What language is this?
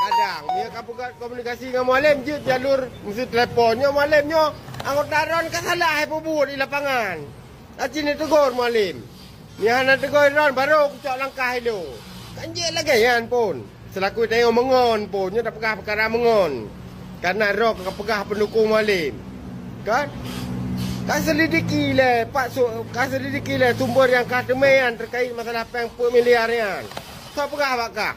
Achinese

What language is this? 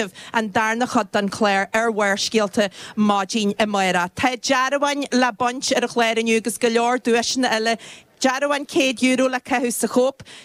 Irish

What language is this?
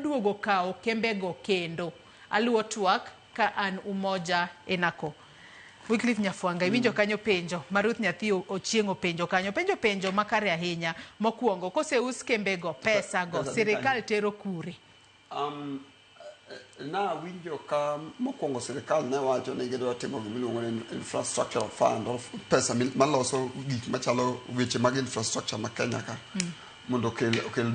Luo (Kenya and Tanzania)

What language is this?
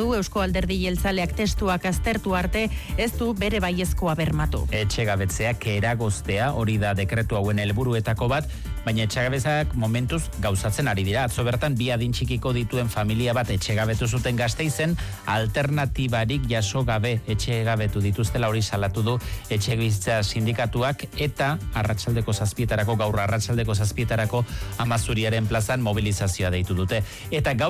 Basque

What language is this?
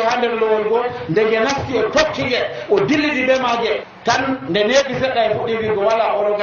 Nigerian Fulfulde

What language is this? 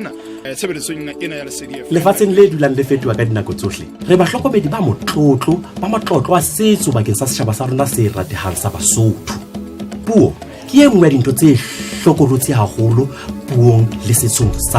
Southern Sotho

